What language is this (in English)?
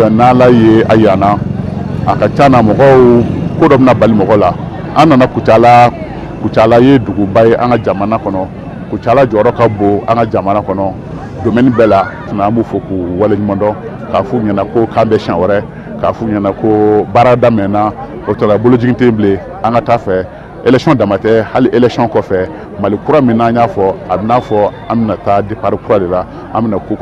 Bambara